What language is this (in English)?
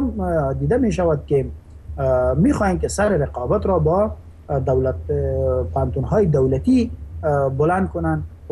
Persian